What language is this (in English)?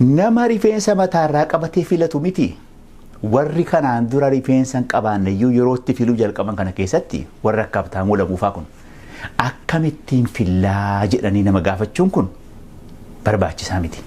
Oromo